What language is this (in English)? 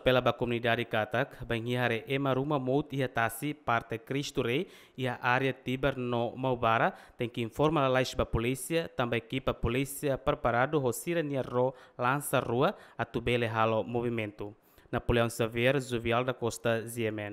Tetum